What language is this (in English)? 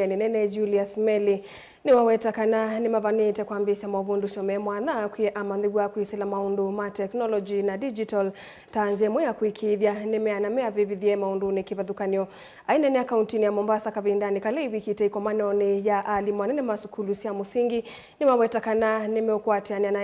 Kamba